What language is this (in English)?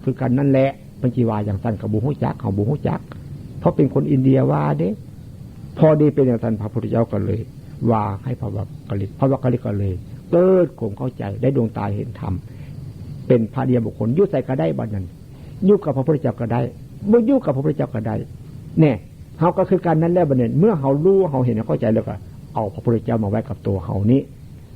Northeastern Thai